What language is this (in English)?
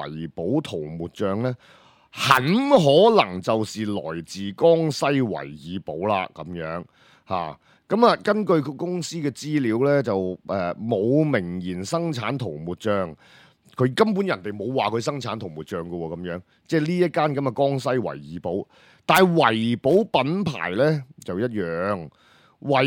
Cantonese